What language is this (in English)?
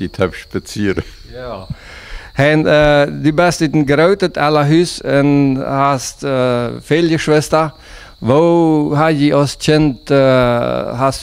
Plautdietsch